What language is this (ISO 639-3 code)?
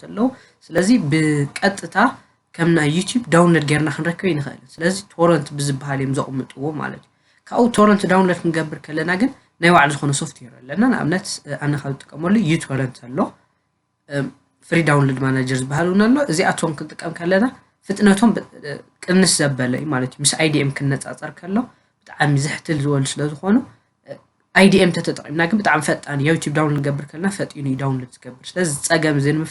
tir